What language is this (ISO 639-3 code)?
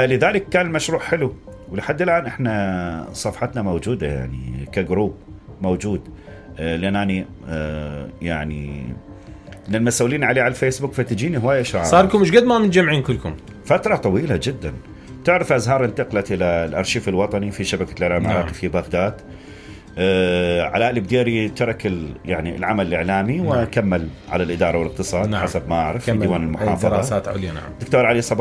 acm